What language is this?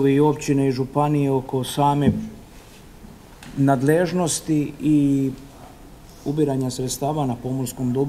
Croatian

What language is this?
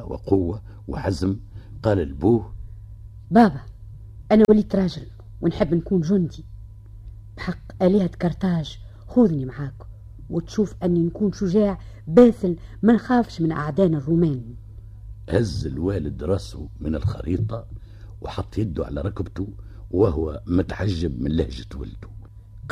Tunisian Arabic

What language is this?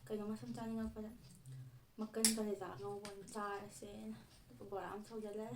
Manipuri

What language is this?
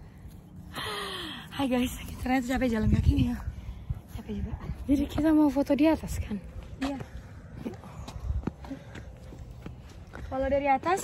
Indonesian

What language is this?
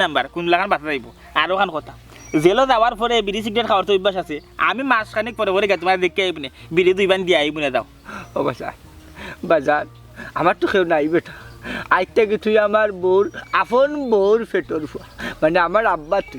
Sylheti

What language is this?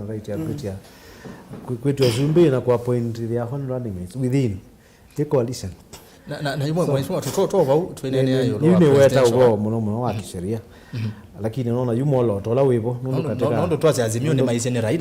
Kamba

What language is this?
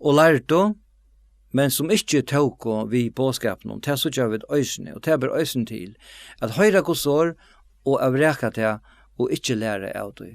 Faroese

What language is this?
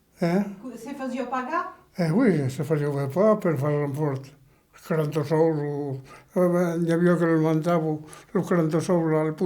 Occitan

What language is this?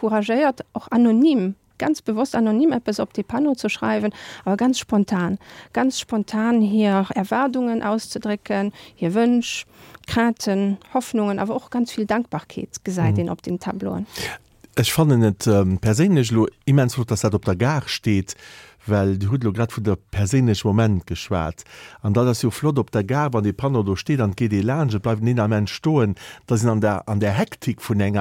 Luxembourgish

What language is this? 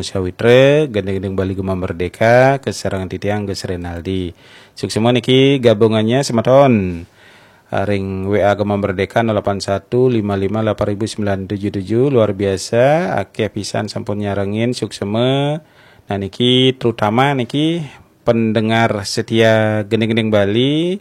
Balinese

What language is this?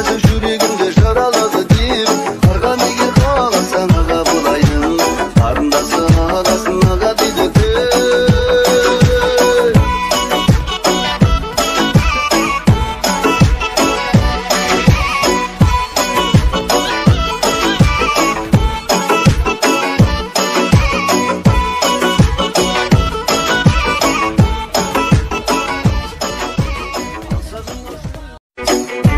Kazakh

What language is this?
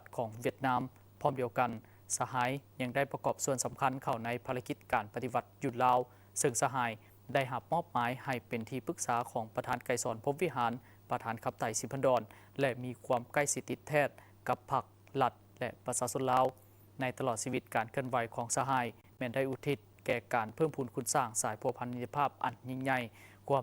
Lao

